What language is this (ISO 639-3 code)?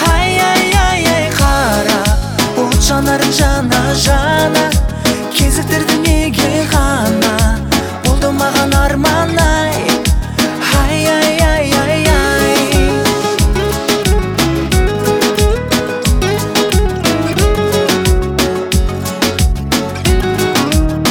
kaz